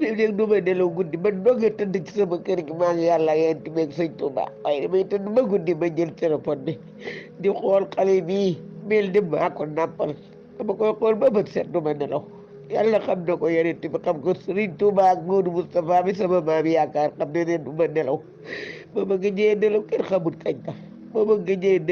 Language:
Wolof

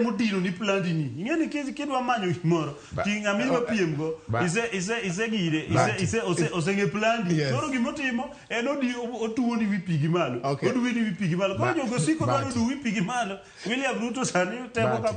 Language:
Luo (Kenya and Tanzania)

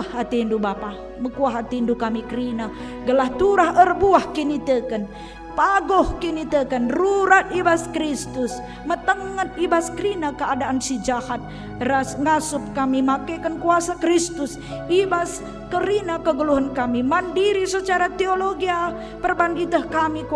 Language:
Batak Karo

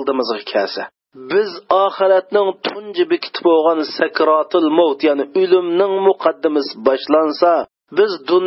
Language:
Uyghur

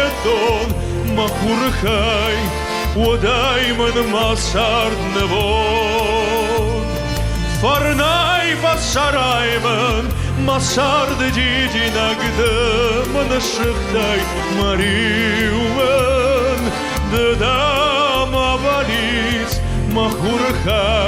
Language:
Ossetic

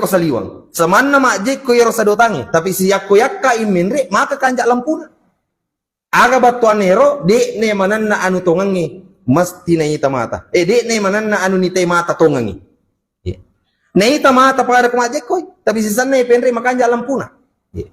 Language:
Buginese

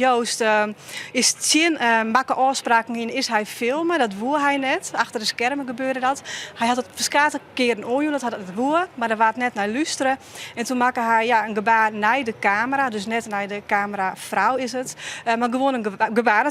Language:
Western Frisian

